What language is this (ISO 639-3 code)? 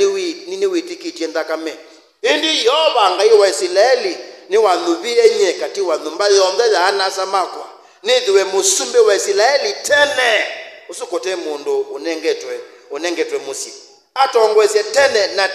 kam